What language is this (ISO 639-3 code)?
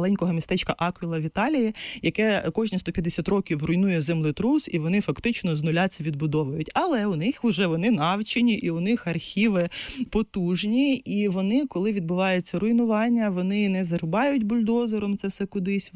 ukr